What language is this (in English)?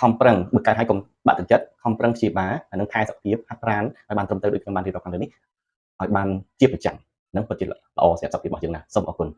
Khmer